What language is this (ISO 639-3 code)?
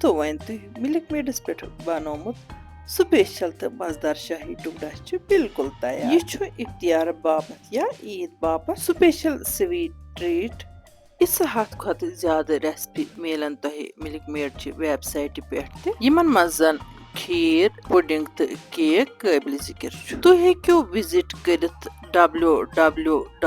kas